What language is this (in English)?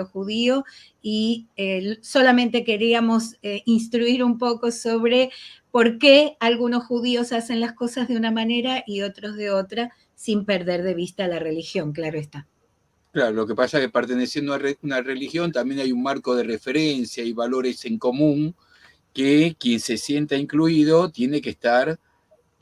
Ladino